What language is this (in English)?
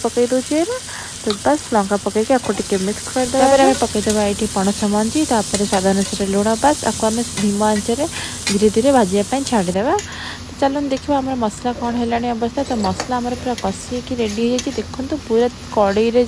Odia